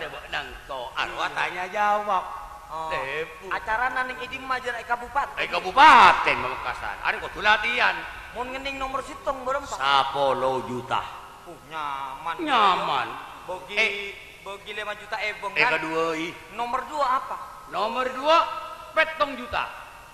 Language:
Madurese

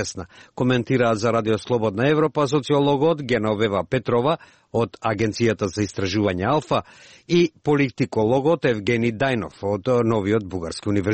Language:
Macedonian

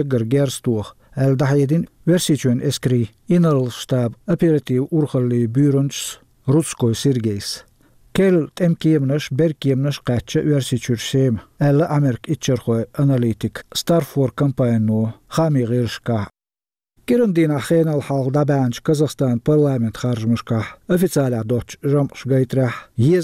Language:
Chechen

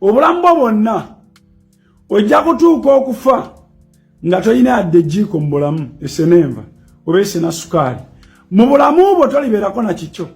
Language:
Ganda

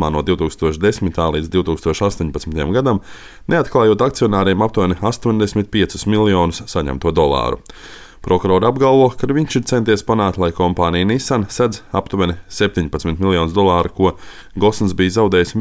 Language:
Latvian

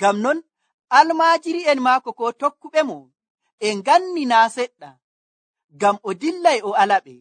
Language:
Nigerian Fulfulde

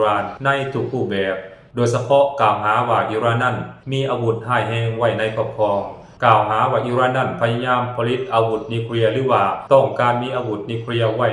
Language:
Lao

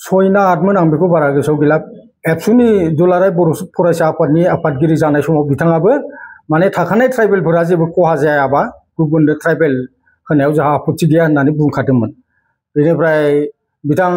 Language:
Bodo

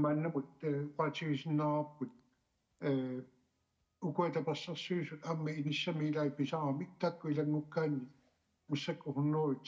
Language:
Kalaallisut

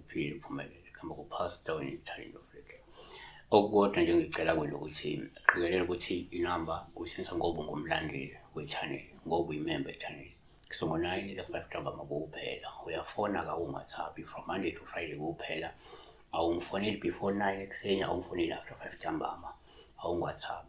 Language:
Zulu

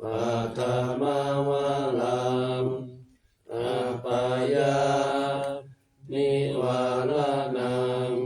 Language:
Pali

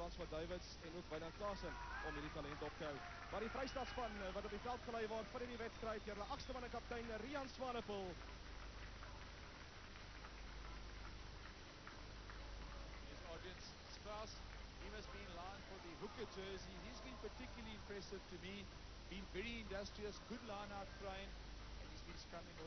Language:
Afrikaans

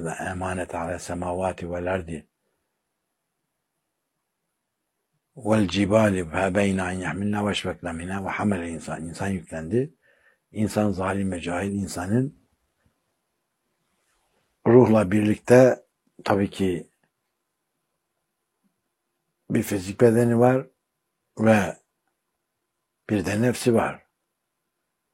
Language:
Turkish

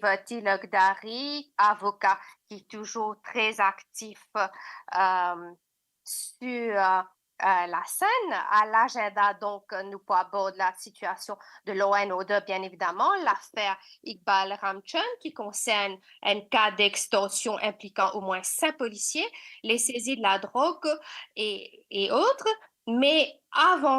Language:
Morisyen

